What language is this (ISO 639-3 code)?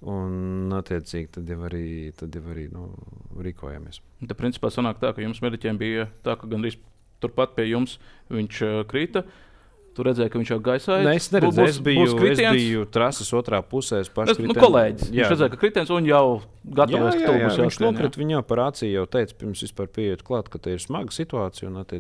lav